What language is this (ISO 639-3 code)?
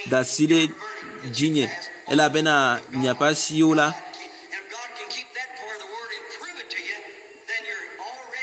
ewe